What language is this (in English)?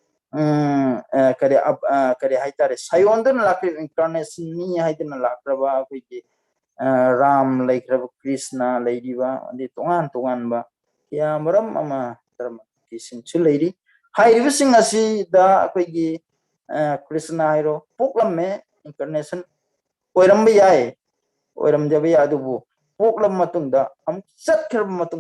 Manipuri